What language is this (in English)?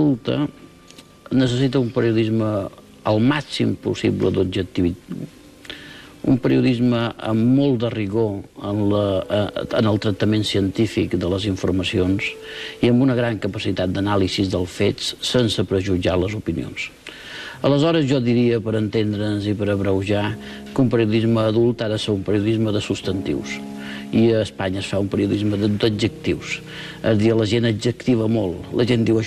Catalan